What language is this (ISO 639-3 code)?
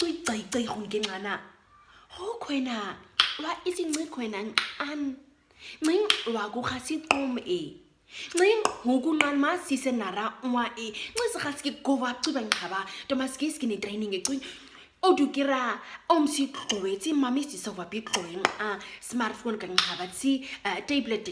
naq